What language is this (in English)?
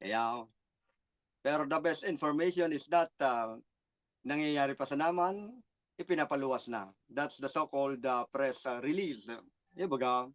Bikol